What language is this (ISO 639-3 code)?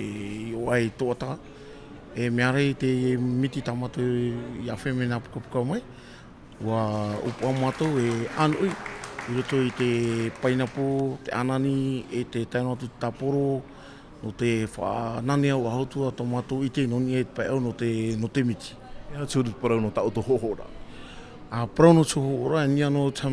tah